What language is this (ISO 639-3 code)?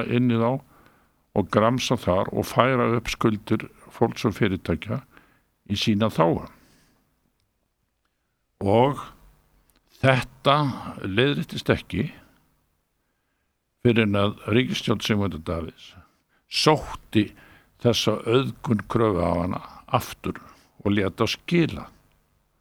isl